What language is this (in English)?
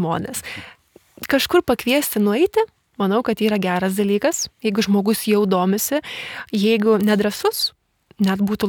Lithuanian